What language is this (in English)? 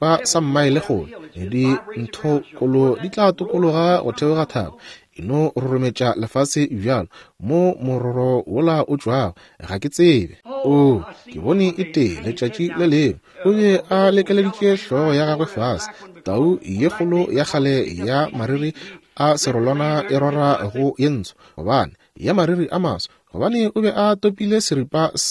Northern Sotho